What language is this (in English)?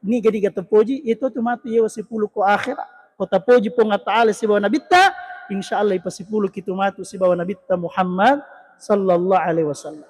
Buginese